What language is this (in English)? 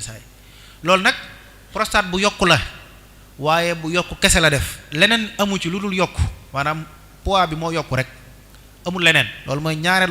Wolof